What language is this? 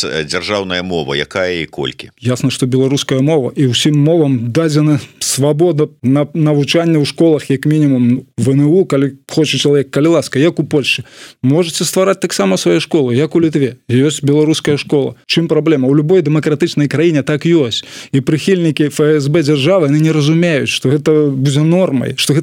Belarusian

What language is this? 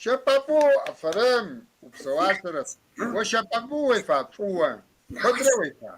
Kabardian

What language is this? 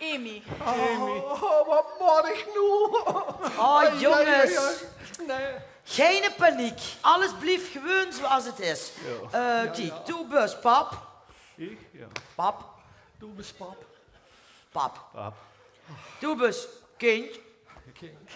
Limburgish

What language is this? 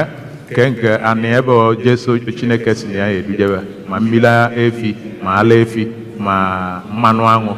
Igbo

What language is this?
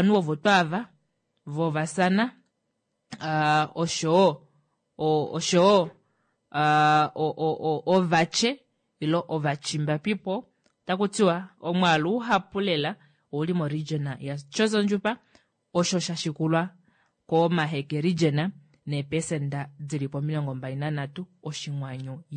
Kuanyama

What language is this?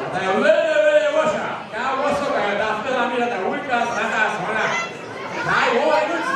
Upper Sorbian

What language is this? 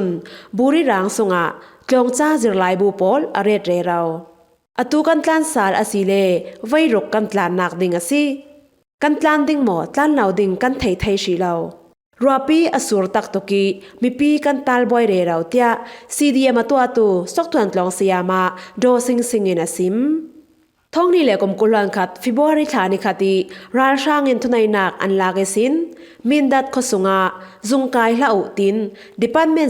Falam Chin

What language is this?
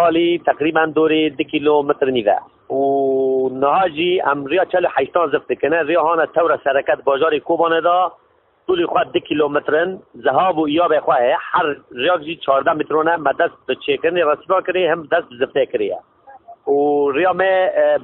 Kurdish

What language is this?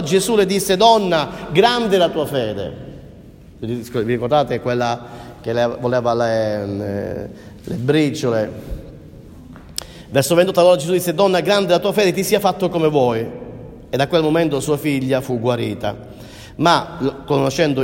Italian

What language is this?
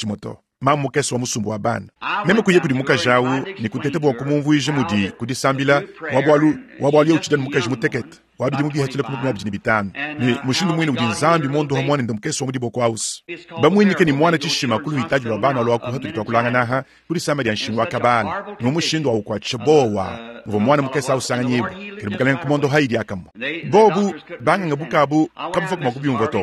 Luba-Lulua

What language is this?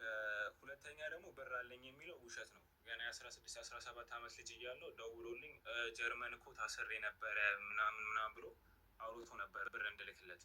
Amharic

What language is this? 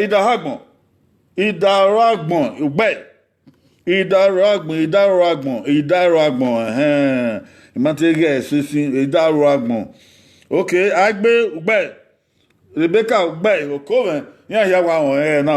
Bini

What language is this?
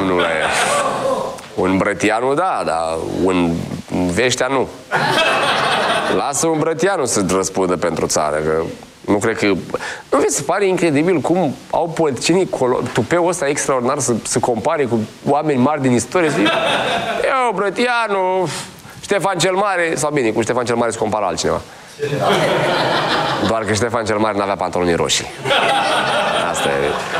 Romanian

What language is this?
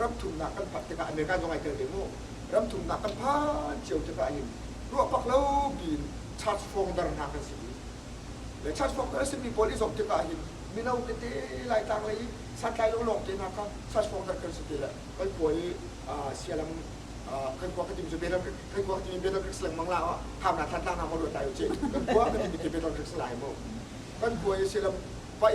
Hakha Chin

